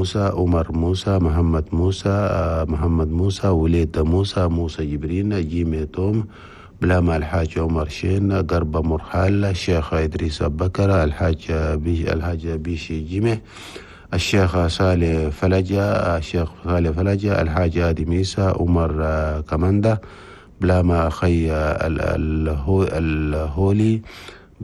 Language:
Chadian Arabic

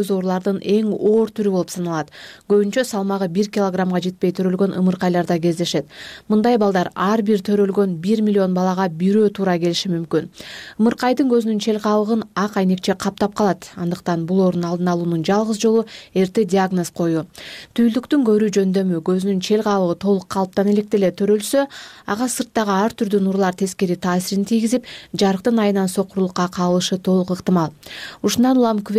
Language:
Kyrgyz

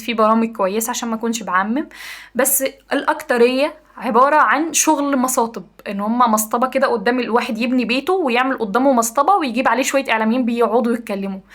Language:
Egyptian Arabic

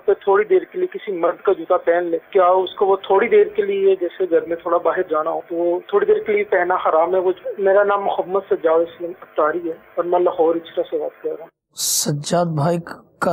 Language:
Urdu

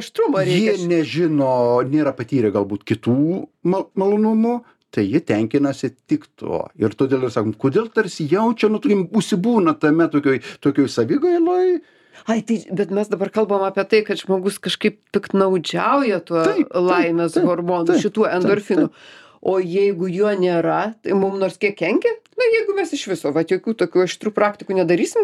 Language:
Lithuanian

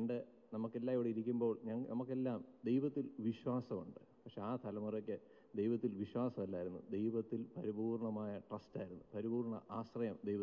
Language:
Malayalam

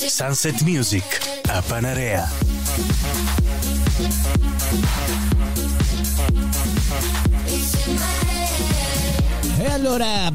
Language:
Italian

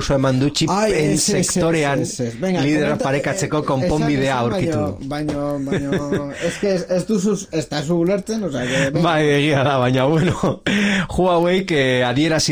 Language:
Basque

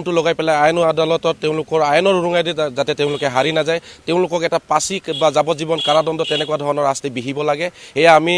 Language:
Assamese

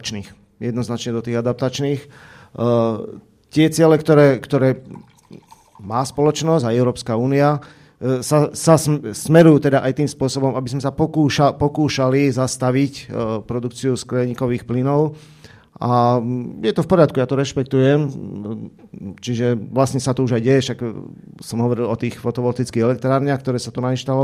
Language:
Slovak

